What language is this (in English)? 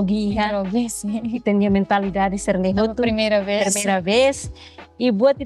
Tetum